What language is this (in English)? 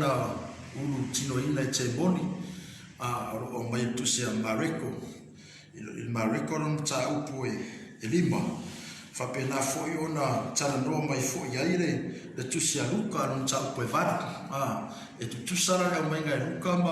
Samoan